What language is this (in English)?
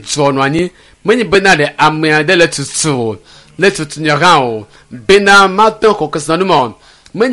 Ewe